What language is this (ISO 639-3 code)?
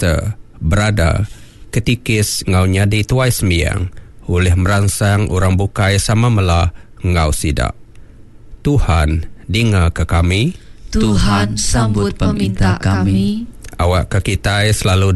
iba